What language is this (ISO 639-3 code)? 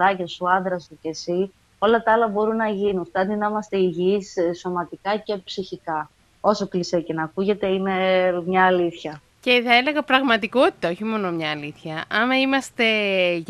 ell